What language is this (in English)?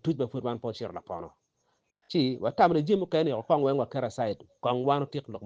Acoli